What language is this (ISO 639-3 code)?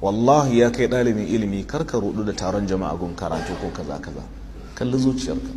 hau